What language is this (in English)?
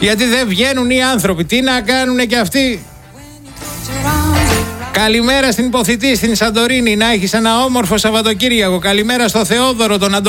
Greek